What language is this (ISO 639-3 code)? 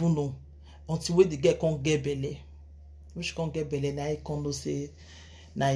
pcm